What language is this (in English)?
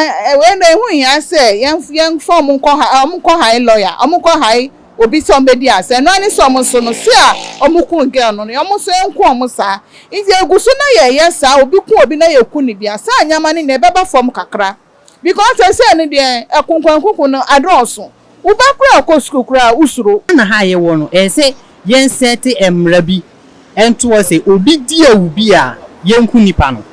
Akan